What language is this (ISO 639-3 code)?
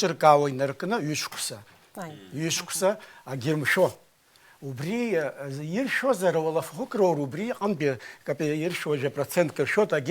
abk